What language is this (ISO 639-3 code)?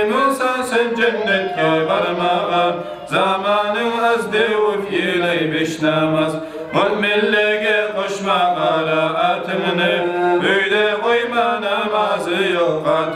kum